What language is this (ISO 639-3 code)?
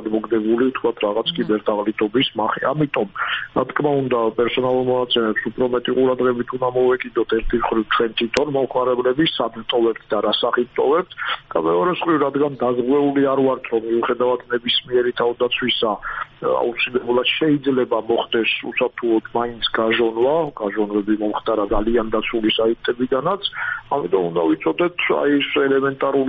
kat